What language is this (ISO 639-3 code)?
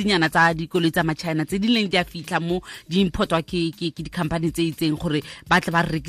tsn